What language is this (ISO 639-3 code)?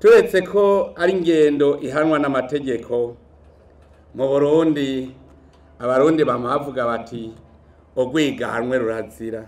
run